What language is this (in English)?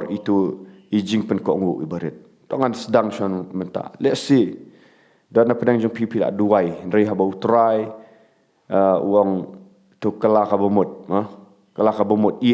Khasi